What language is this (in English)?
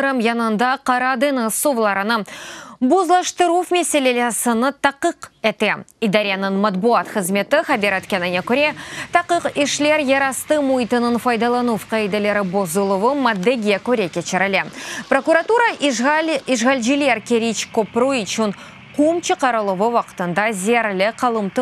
Crimean Tatar